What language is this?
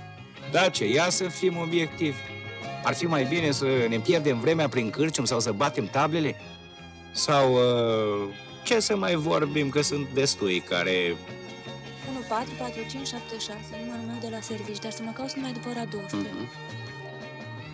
Romanian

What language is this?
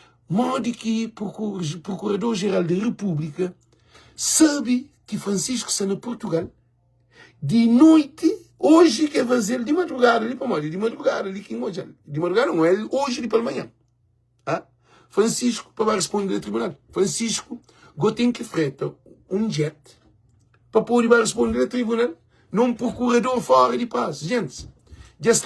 Kabuverdianu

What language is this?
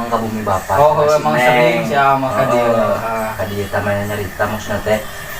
Sundanese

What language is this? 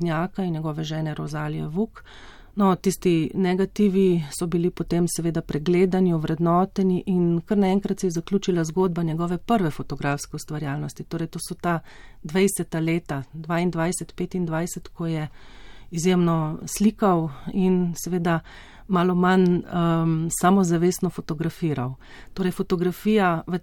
Slovenian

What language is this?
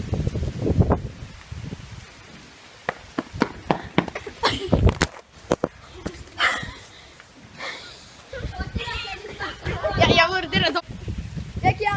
Danish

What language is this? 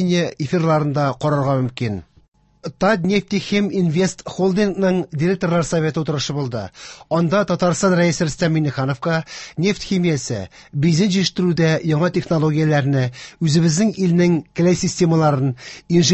Tatar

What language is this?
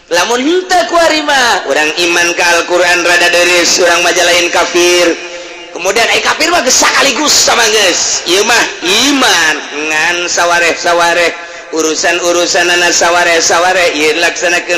Sundanese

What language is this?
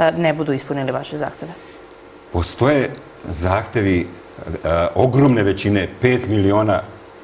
Serbian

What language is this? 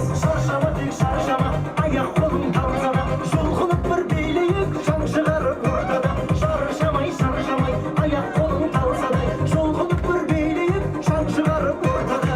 Kara-Kalpak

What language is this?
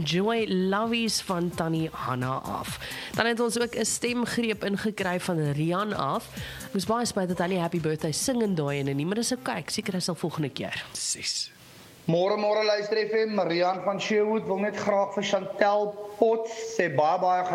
Afrikaans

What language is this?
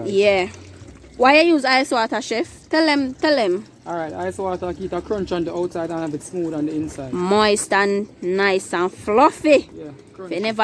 Jamaican Creole English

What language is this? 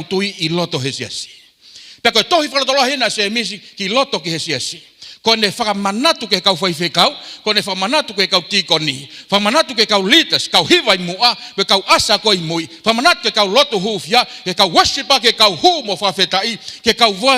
Tongan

